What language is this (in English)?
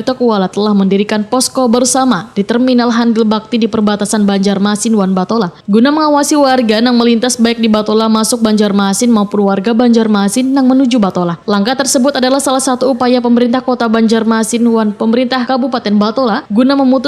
Banjar